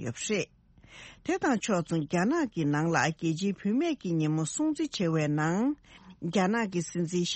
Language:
Tibetan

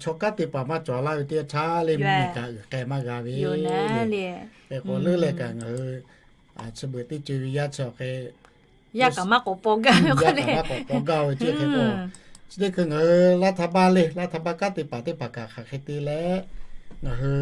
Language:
Lahu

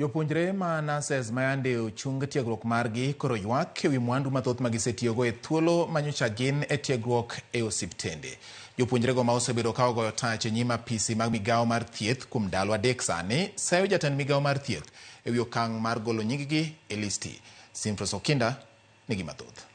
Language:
Luo (Kenya and Tanzania)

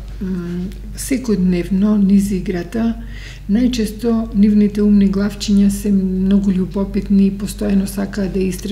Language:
Macedonian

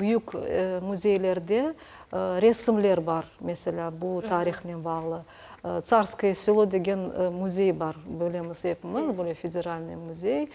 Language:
Crimean Tatar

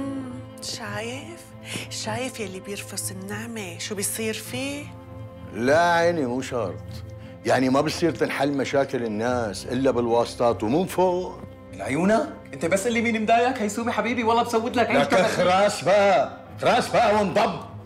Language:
North Levantine Arabic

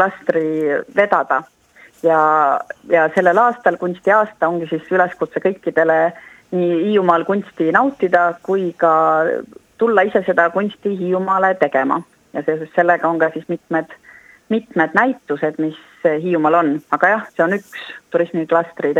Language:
Estonian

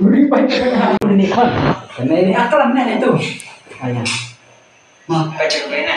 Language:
Khasi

